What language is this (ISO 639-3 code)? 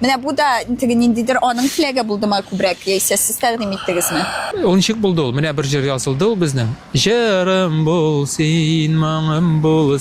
tat